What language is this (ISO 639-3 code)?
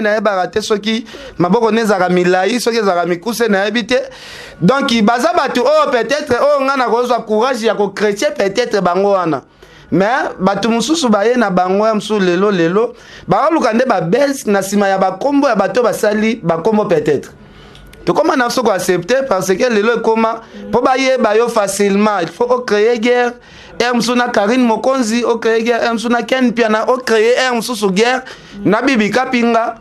lin